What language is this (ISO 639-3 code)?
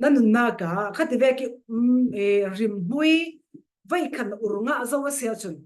cfm